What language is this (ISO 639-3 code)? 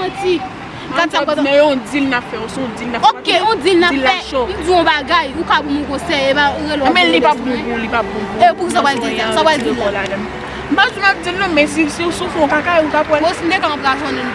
hat